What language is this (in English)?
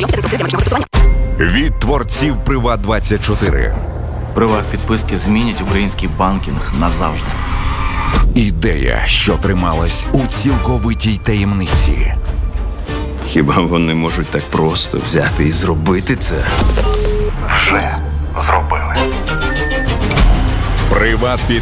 Ukrainian